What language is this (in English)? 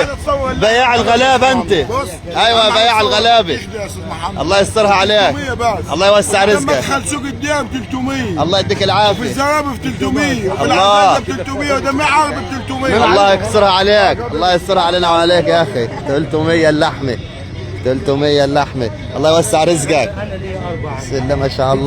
Egyptian Arabic